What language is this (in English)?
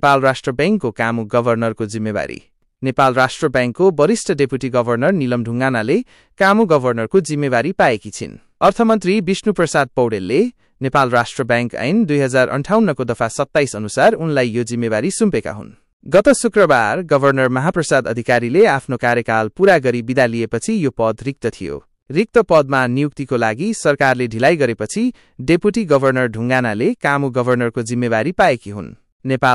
Nepali